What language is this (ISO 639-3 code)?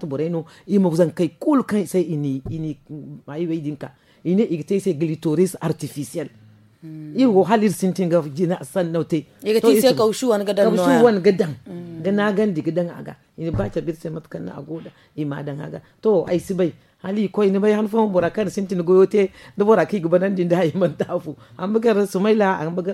dje